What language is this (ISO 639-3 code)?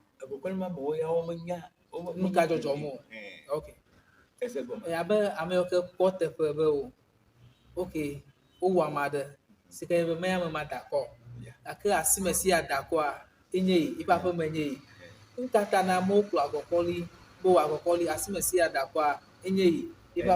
ewe